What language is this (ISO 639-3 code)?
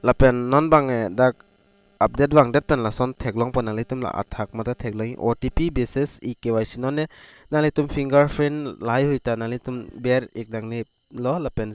mjw